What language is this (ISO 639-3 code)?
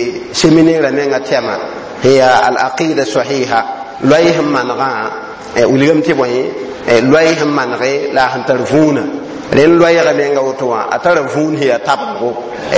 mos